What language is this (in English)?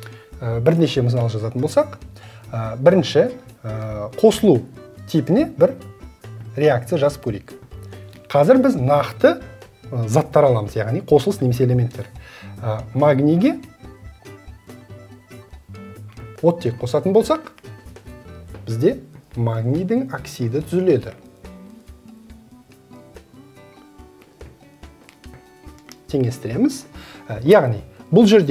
Kazakh